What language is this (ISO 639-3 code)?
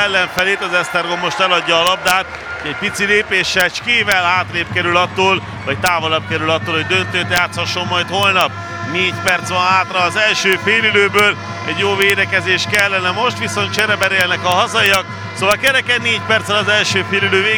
hun